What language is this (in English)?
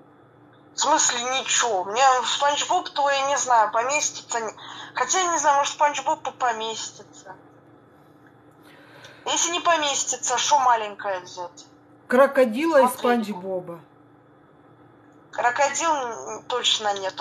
Russian